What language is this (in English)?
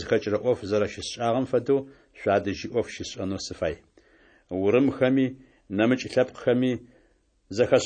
Adyghe